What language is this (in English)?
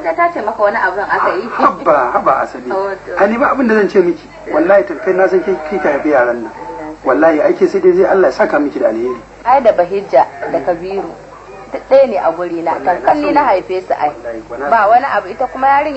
Hausa